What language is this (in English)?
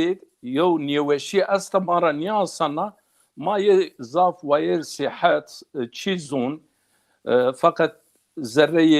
Zaza